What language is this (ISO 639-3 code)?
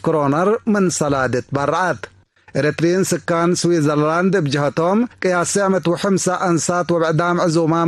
tig